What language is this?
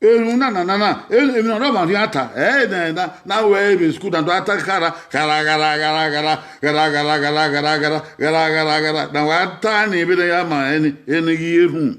Bini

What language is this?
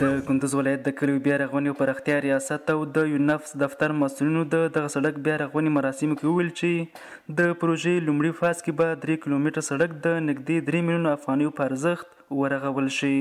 Pashto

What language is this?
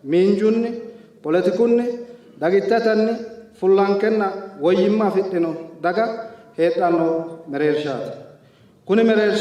Sidamo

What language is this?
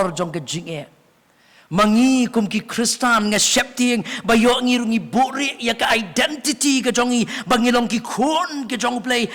Khasi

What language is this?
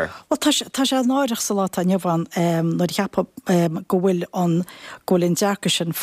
Irish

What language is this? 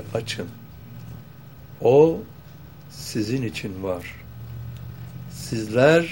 Turkish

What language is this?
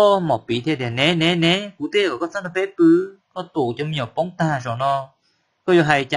Hmong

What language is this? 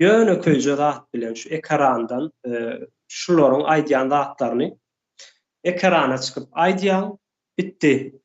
Turkmen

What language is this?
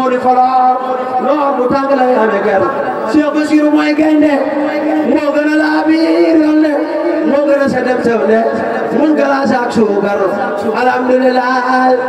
Wolof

